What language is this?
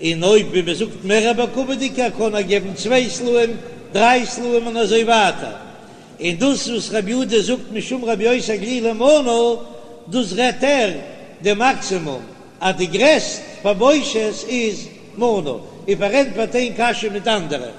Yiddish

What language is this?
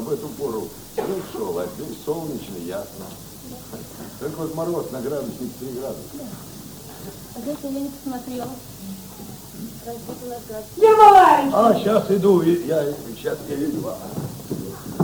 Russian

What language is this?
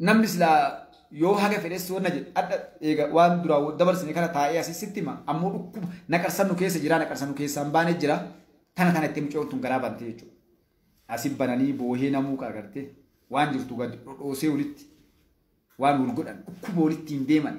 Oromo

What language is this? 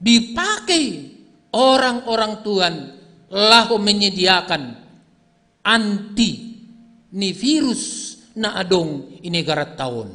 Batak Simalungun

